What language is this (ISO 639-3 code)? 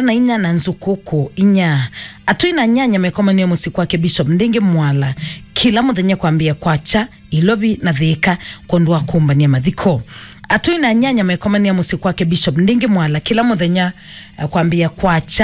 kam